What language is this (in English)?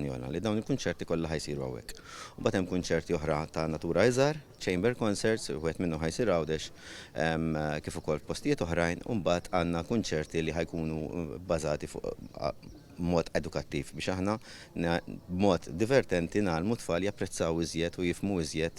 Maltese